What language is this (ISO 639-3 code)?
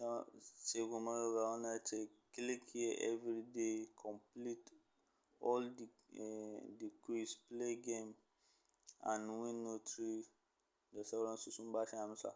hau